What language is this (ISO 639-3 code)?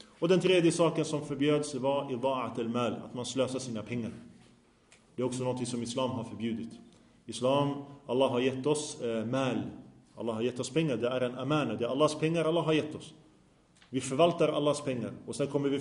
swe